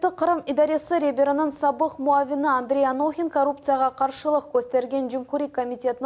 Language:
Crimean Tatar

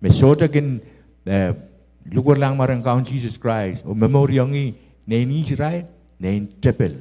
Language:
Pohnpeian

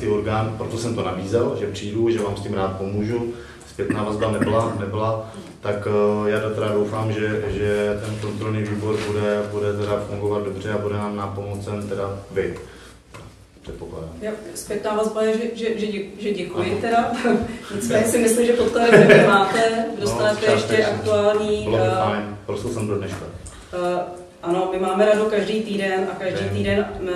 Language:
Czech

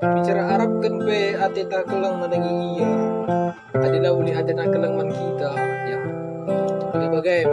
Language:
Batak Karo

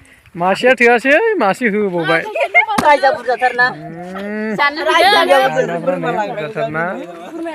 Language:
Bodo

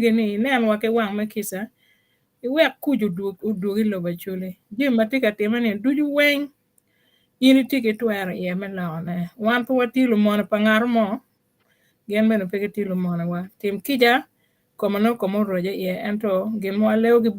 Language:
Acoli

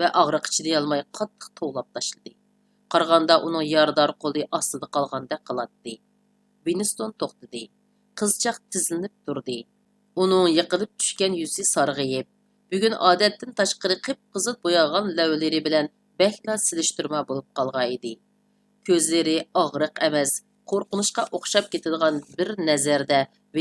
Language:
Uyghur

